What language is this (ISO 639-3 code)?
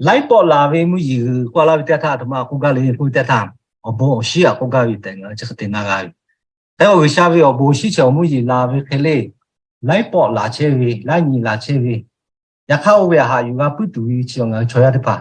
lhu